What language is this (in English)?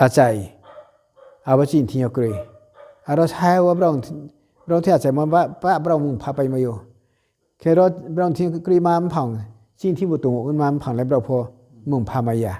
Riang (India)